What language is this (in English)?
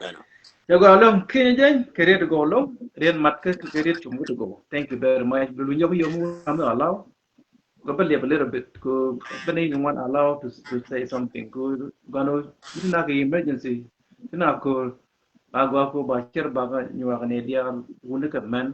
Nuer